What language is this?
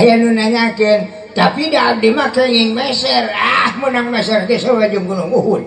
Sundanese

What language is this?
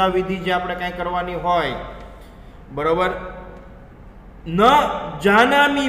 Gujarati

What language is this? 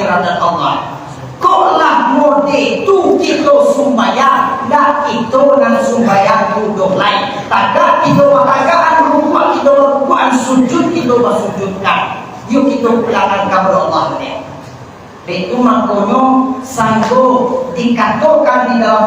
Minangkabau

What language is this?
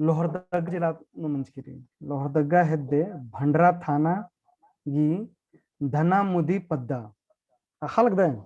Kurukh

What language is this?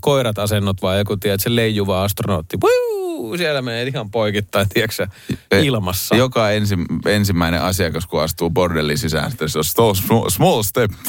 Finnish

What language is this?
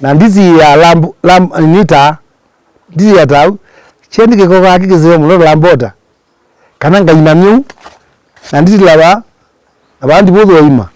Kamba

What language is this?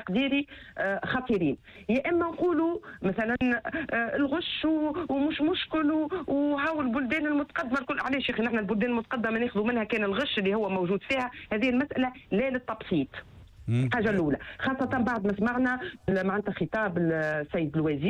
Tunisian Arabic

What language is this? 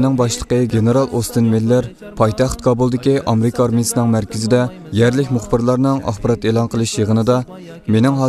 Uyghur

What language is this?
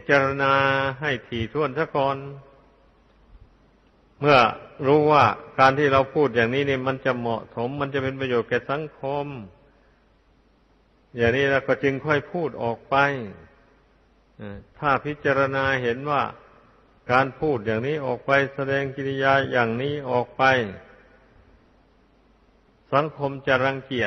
Thai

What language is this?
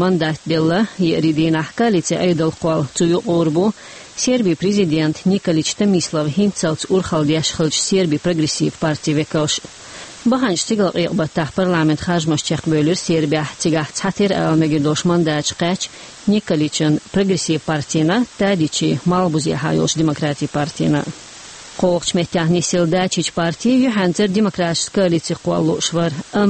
Chechen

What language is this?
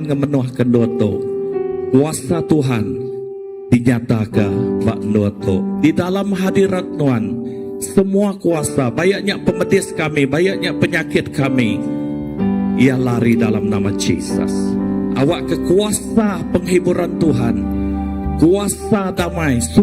Iban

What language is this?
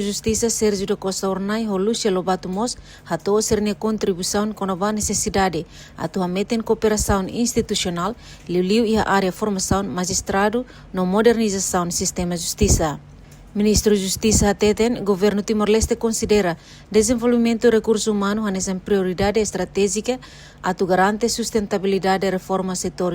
Tetum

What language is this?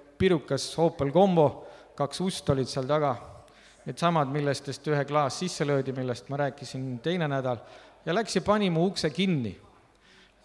Estonian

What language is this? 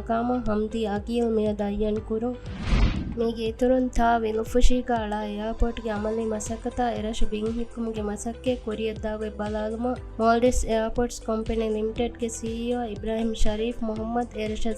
Divehi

